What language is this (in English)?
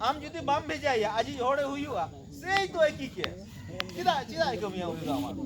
Santali